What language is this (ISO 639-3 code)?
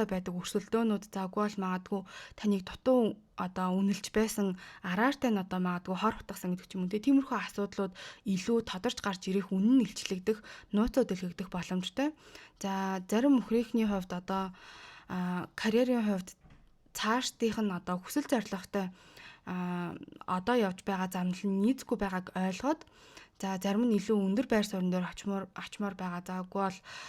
mon